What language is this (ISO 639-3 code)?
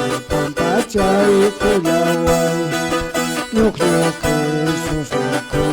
que